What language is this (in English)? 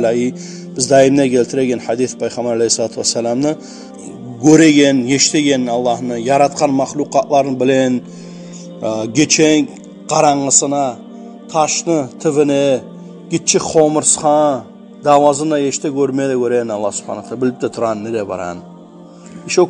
Kumyk